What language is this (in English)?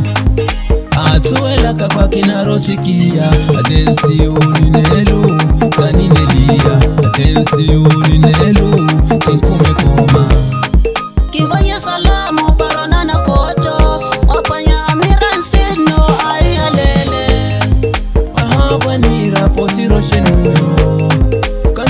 Swahili